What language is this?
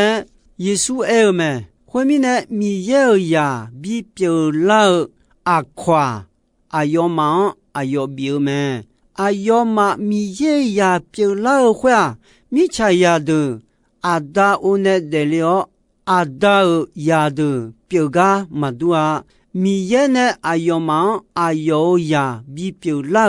Akha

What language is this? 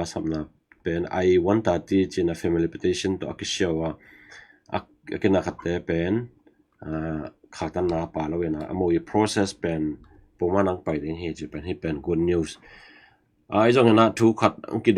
Tedim Chin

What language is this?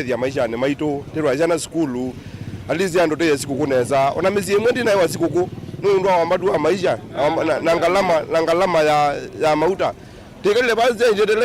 Kamba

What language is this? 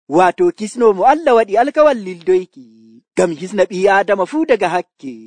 Nigerian Fulfulde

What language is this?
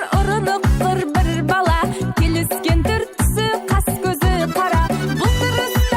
Kara-Kalpak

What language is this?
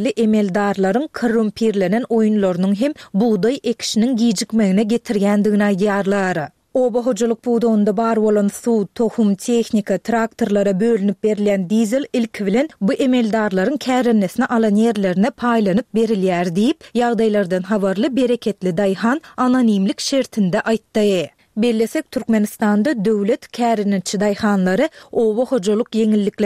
Turkmen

